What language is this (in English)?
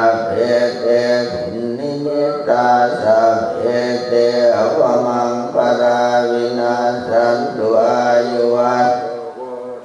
Pali